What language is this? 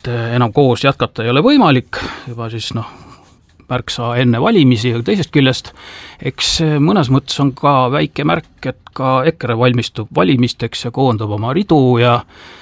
Estonian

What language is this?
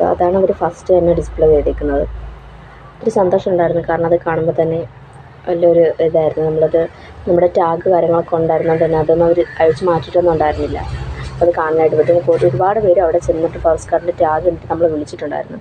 Malayalam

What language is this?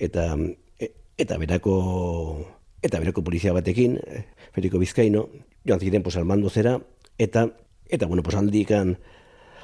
Basque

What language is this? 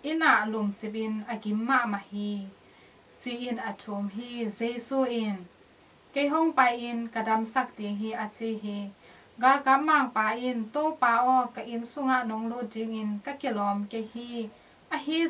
Tedim Chin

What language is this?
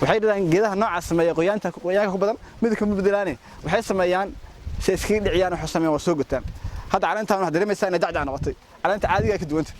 Somali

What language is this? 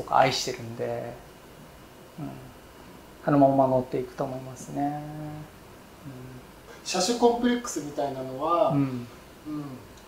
Japanese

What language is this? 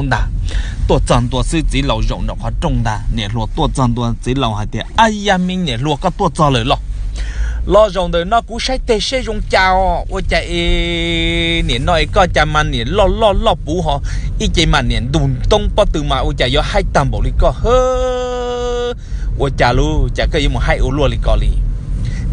Hmong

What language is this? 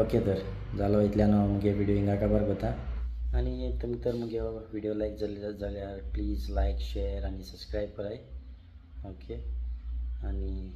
Konkani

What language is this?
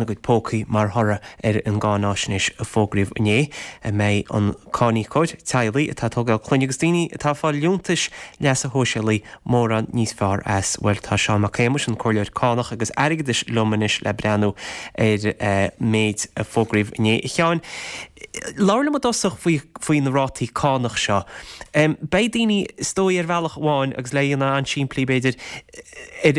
Irish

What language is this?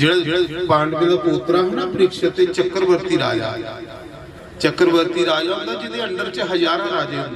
Dogri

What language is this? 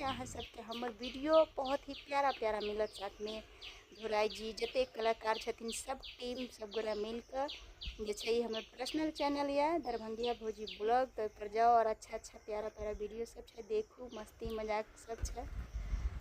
Maithili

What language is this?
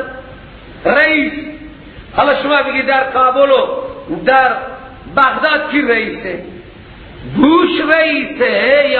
Persian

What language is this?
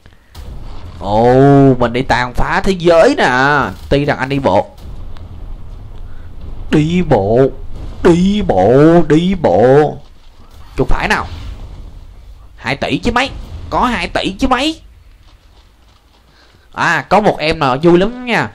Vietnamese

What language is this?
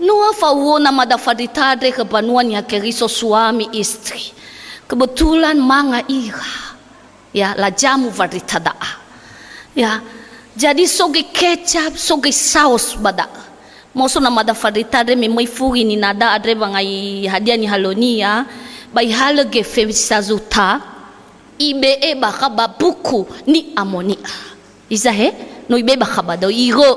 Nias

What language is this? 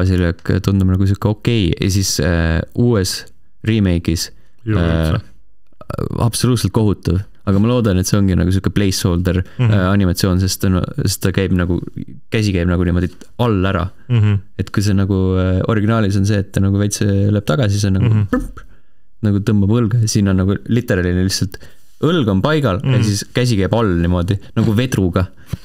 Estonian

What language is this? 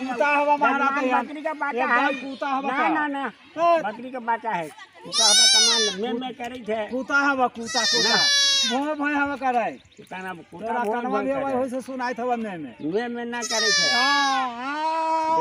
Magahi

